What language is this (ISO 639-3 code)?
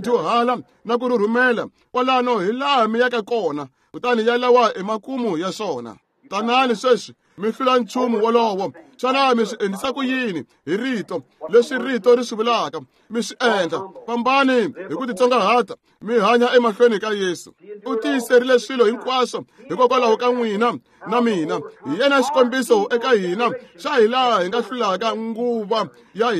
tso